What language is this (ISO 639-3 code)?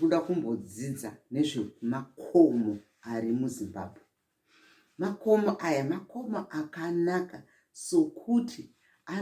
sna